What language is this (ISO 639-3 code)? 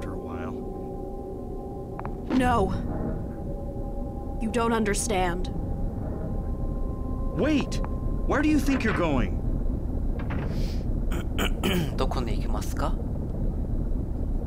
jpn